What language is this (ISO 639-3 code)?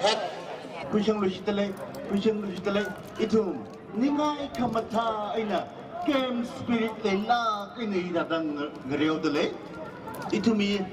nmf